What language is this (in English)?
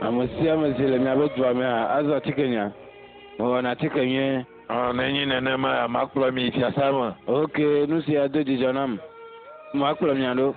Ewe